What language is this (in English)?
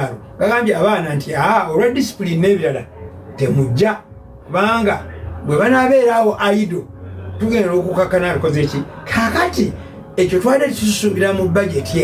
Ganda